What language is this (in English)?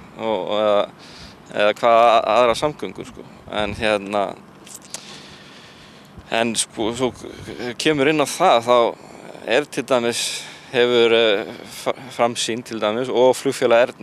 Icelandic